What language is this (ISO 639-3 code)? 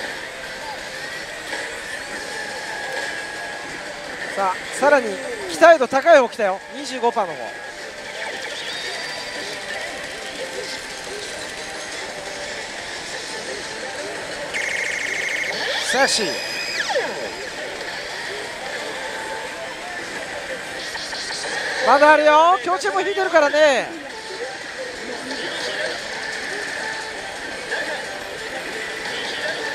jpn